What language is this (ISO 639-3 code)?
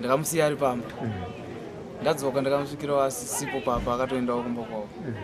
sna